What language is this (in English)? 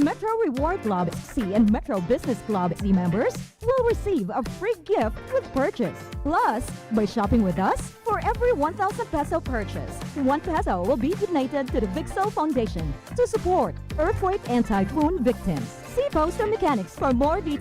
Bikol